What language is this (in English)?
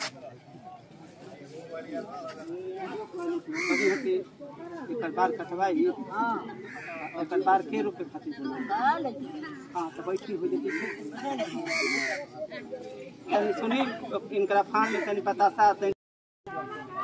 Bhojpuri